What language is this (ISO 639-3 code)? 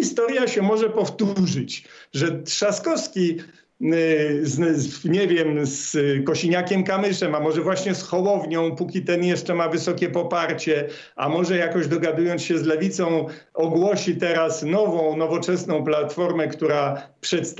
pol